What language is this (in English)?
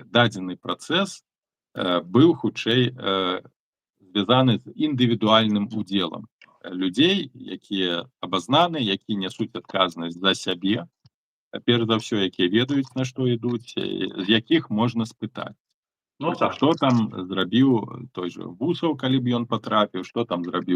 Belarusian